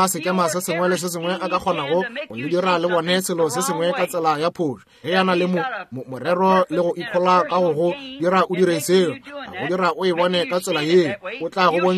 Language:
Northern Sotho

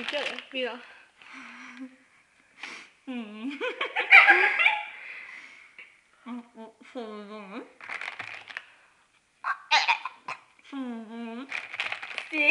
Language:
Swedish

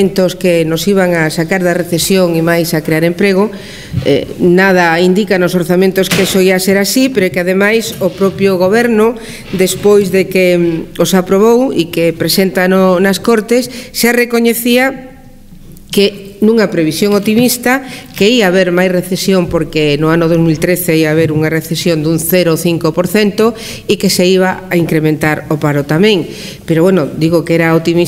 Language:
Galician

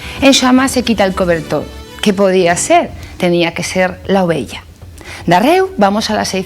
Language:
Asturian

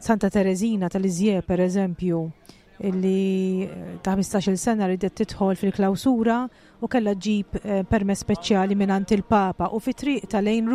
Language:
Maltese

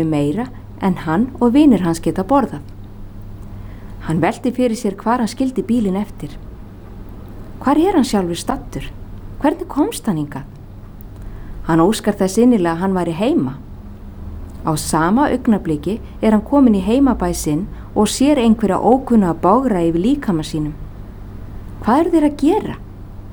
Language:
Icelandic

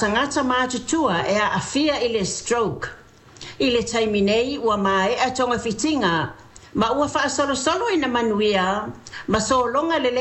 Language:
Samoan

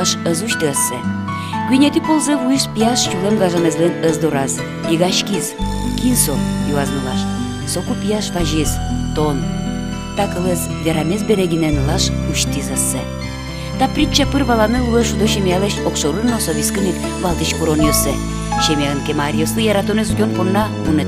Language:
Udmurt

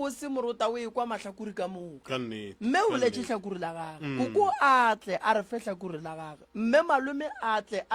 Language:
Northern Sotho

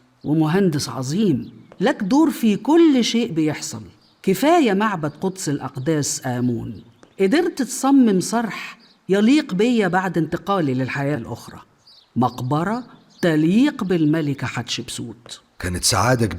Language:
Egyptian Arabic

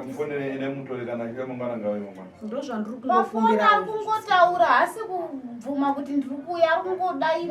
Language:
Shona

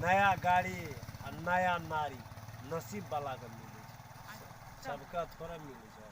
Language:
Maithili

